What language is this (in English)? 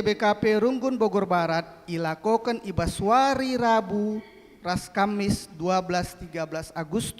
Batak Karo